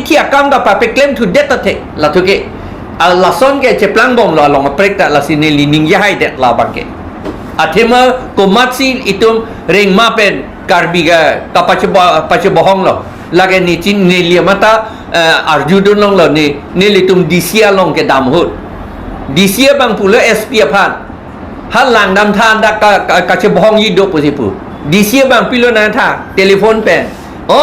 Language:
Karbi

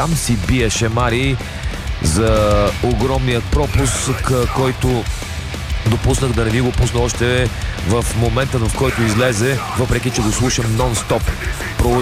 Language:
Bulgarian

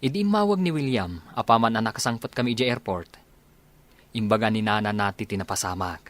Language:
Iloko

